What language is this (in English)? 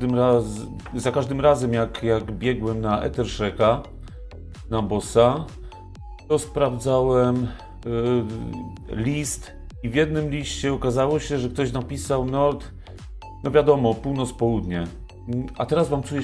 Polish